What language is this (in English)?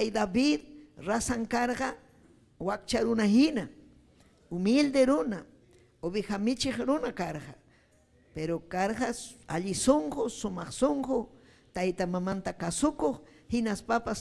Ayacucho Quechua